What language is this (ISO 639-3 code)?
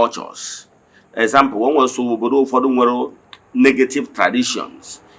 ibo